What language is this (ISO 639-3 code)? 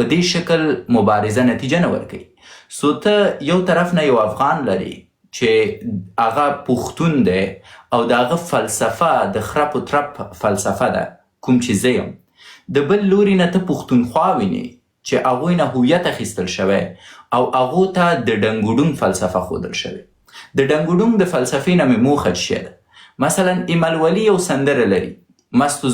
pus